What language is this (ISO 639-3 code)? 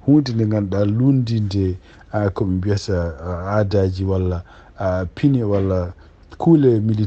ful